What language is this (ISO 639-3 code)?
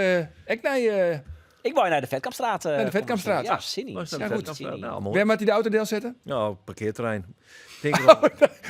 fry